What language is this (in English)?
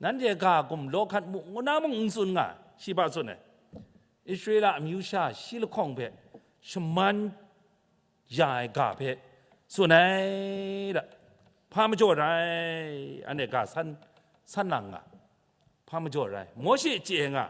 Kachin